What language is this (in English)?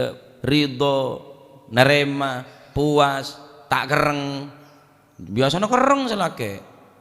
Madurese